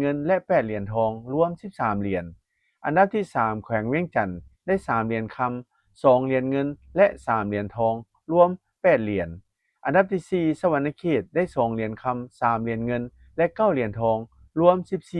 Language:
Lao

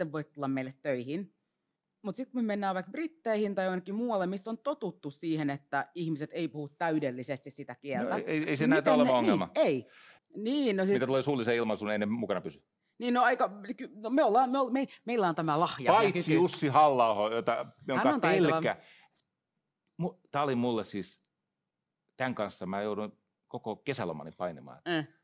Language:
Finnish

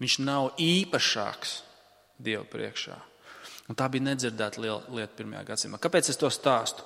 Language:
Latvian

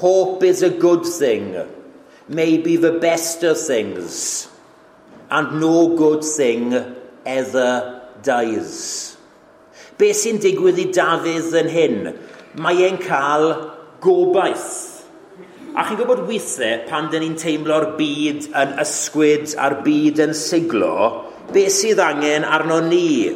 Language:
Welsh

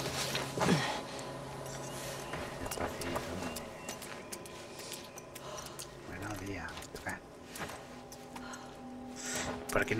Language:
Spanish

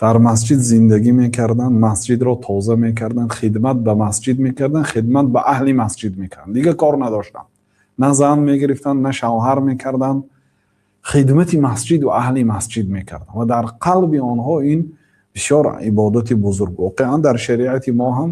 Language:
Tajik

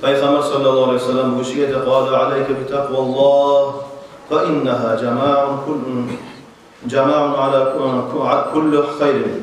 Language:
Kumyk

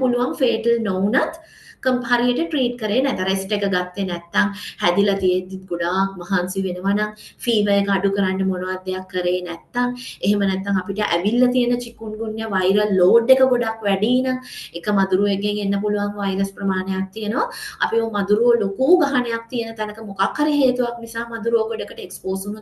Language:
Sinhala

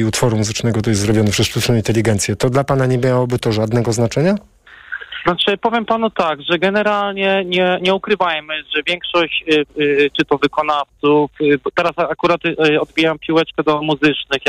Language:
Polish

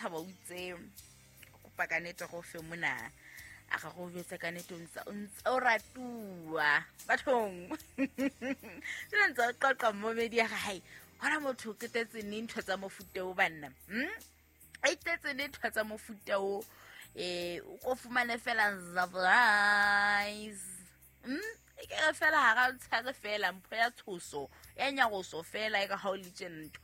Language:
Southern Sotho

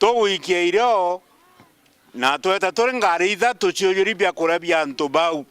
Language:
Meru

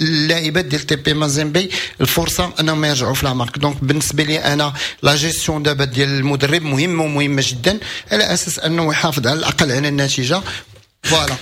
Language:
Moroccan Arabic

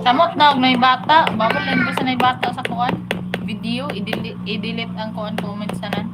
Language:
Cebuano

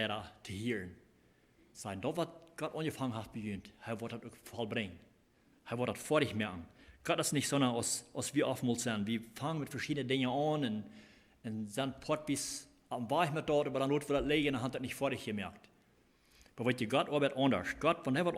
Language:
Plautdietsch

